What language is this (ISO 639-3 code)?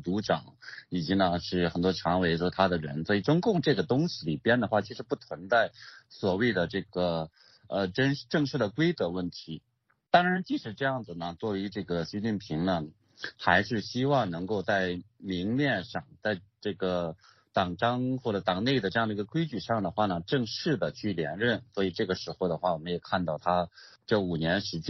zho